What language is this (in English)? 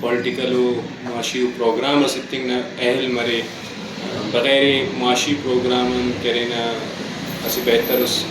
Brahui